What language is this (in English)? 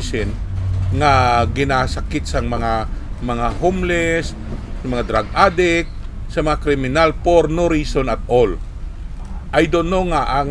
Hiligaynon